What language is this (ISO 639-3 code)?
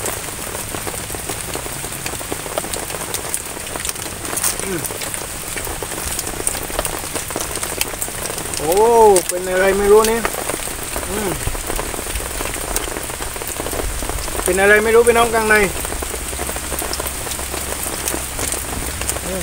tha